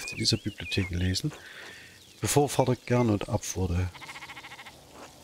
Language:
German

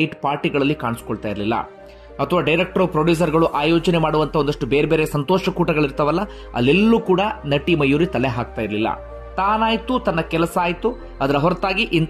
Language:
Kannada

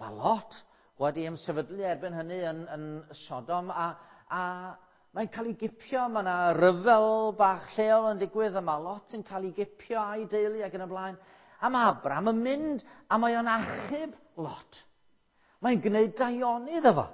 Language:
Welsh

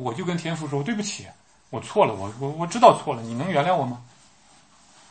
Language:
Chinese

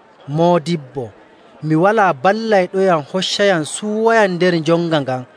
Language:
Nigerian Fulfulde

